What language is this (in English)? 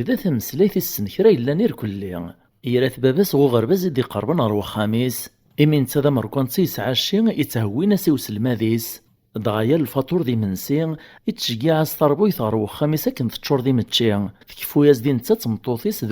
Kabyle